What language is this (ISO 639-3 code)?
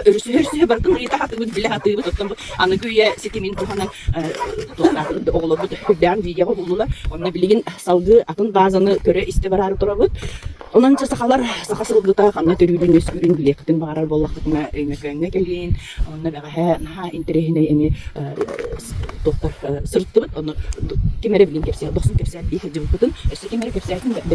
sah